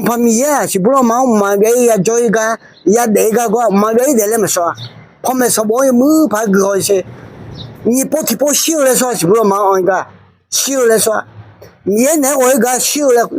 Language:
Akha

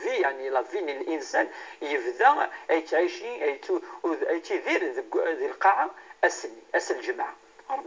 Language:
Kabyle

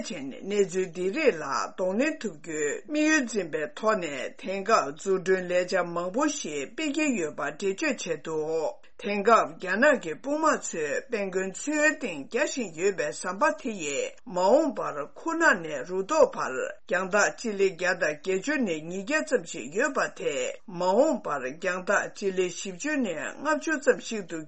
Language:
Tibetan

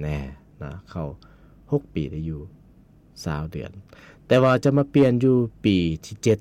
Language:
Lao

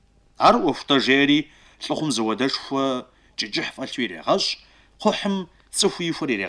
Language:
Kabardian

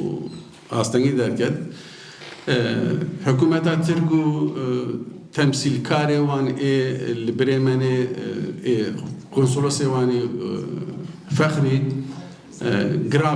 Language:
Kurdish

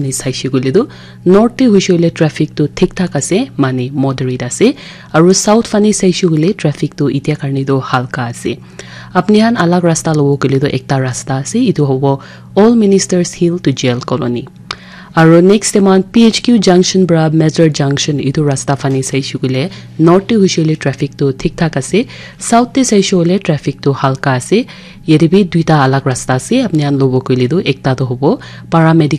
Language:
Naga Pidgin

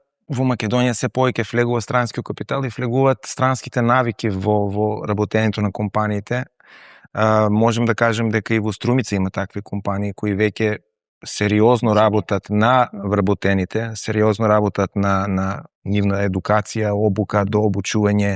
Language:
Macedonian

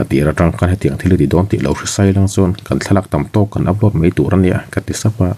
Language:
Mizo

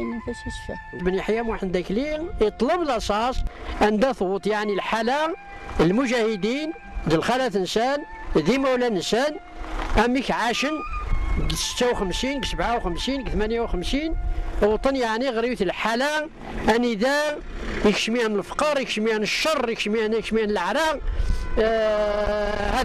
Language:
Kabyle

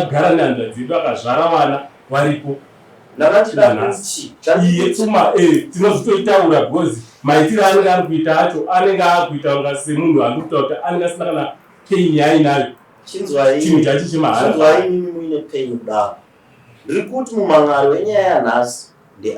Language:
Shona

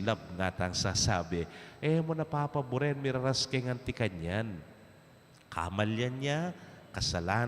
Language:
Pampanga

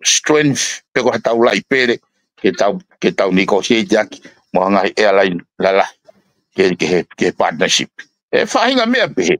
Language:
Tongan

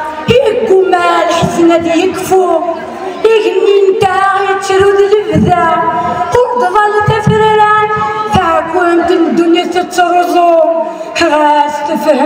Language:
Kabyle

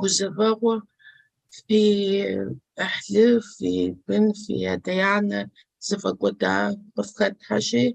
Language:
Kabardian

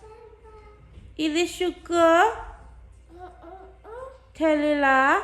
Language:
S'gaw Karen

